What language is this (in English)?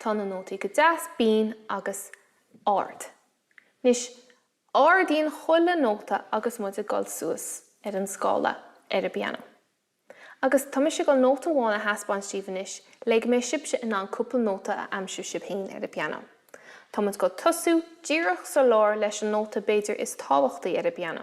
Irish